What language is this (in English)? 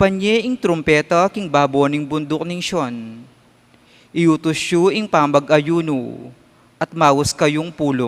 Pampanga